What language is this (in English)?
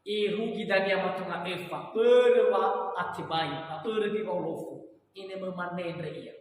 Nias